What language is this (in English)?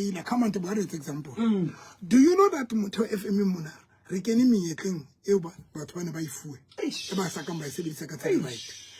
Southern Sotho